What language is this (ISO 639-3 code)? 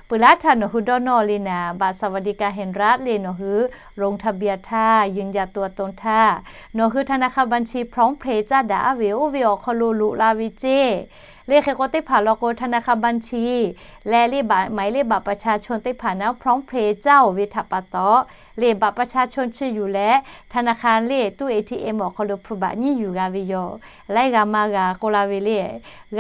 lhu